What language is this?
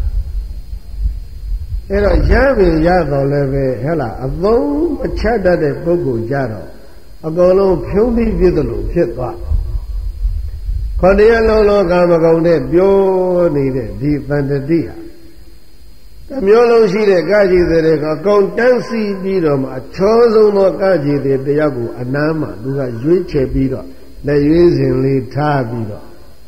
Burmese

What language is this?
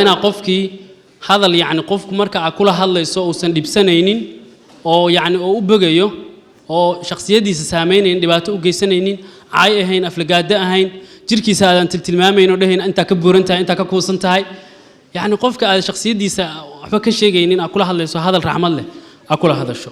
Somali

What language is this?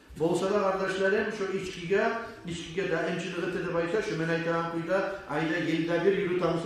Kumyk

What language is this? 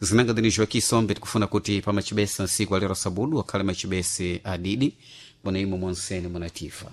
Sena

